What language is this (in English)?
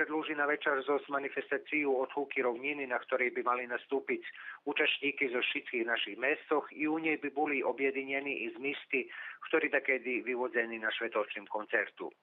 Rusyn